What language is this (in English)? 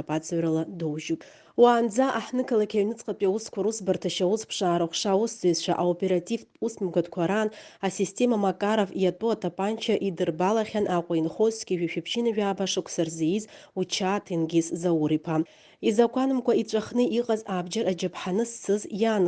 Abkhazian